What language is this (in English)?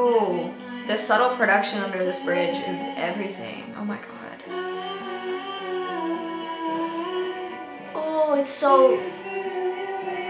English